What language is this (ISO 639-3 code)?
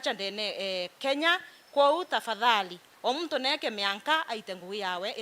mer